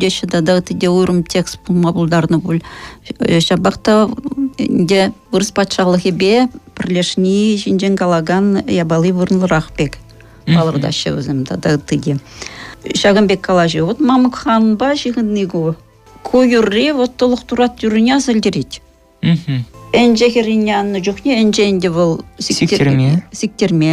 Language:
Chuvash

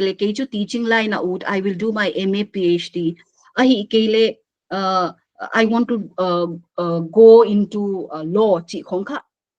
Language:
Paite Chin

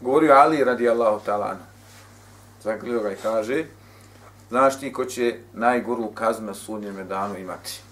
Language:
Bosnian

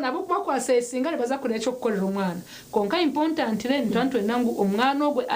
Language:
Nyankole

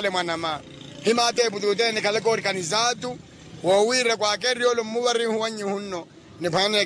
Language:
Makhuwa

